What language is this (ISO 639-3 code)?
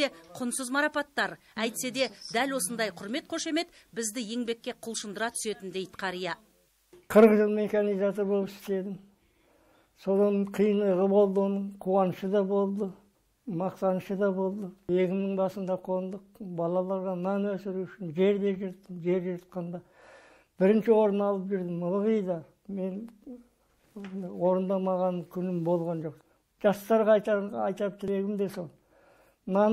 kaz